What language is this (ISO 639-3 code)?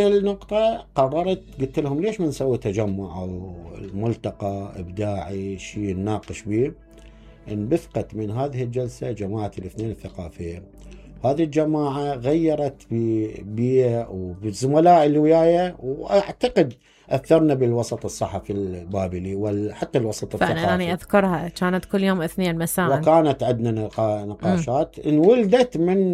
acm